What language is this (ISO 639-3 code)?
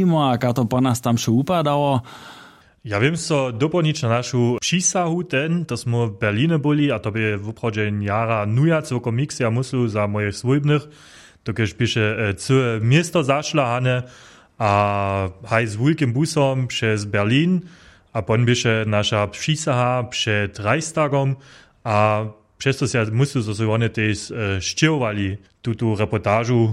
hsb